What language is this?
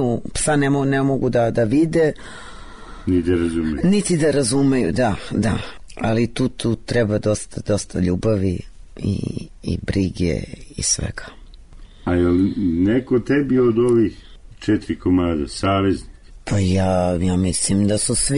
Serbian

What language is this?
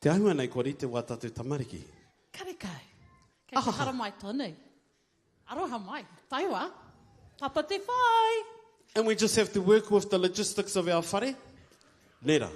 Māori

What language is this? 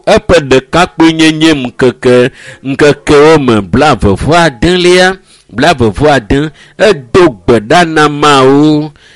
Ewe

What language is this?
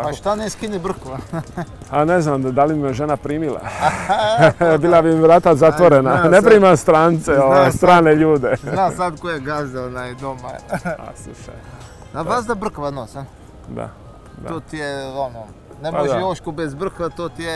Croatian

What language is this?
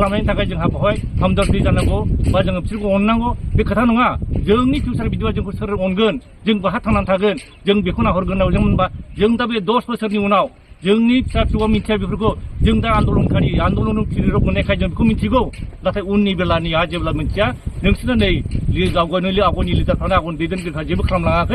Bodo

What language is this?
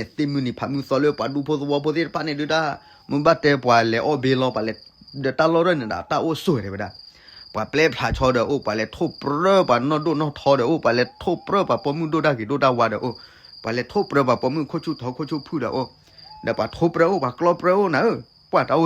S'gaw Karen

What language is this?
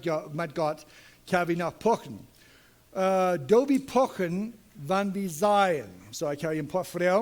Plautdietsch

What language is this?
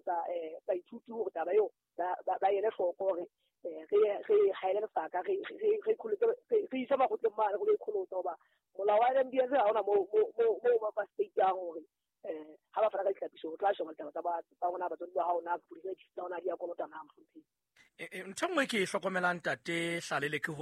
Southern Sotho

